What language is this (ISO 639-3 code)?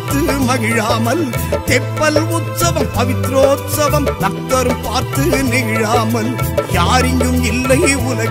tam